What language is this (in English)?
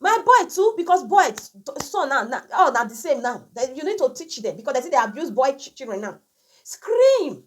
Nigerian Pidgin